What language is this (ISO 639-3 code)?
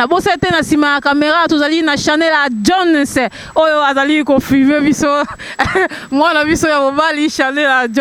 lin